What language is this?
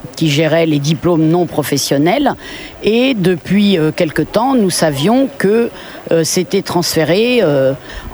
French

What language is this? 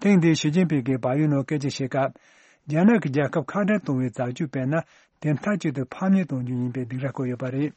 Tibetan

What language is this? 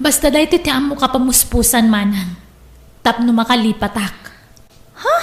Iloko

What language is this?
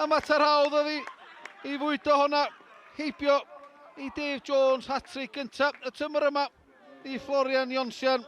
Welsh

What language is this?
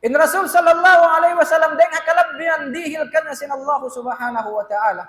Tausug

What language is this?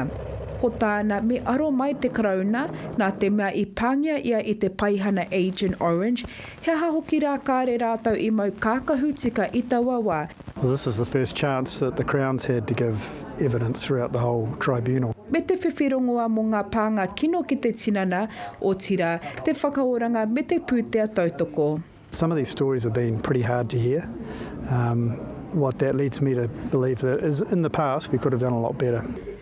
Māori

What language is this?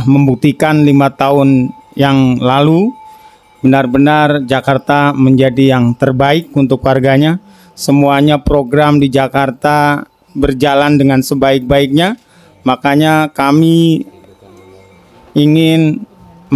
Indonesian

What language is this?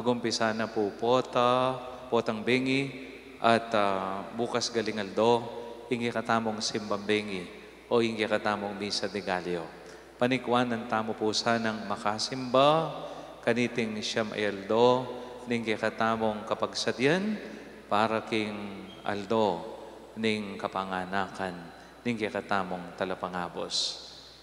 Pampanga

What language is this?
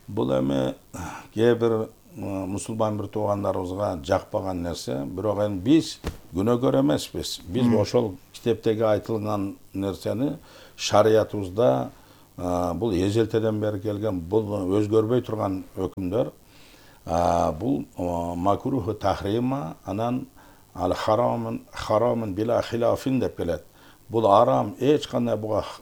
Kyrgyz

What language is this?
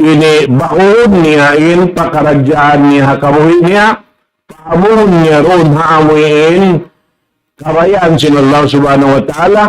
Tausug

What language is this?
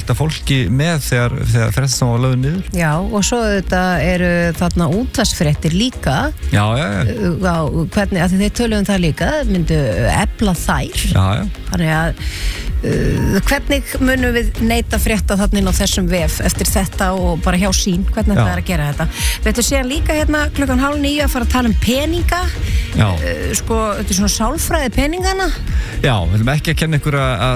Icelandic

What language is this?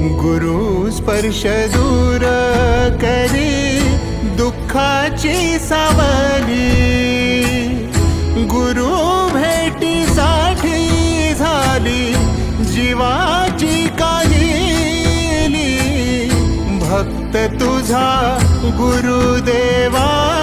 Marathi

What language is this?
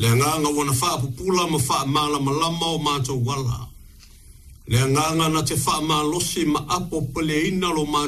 Samoan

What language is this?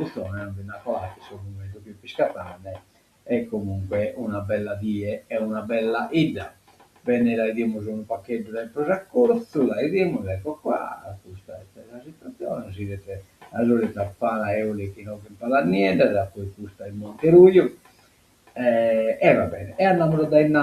Sardinian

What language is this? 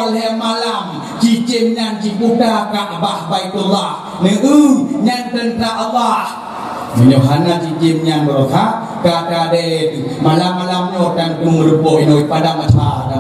Achinese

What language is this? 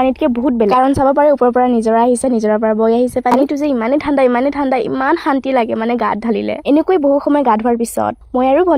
Assamese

